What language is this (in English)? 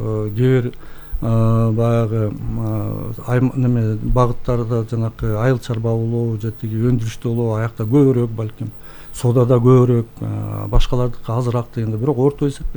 Kyrgyz